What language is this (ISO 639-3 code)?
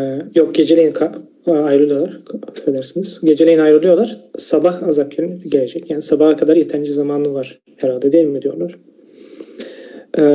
tur